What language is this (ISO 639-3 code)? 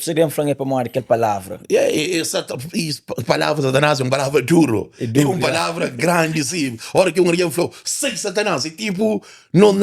kea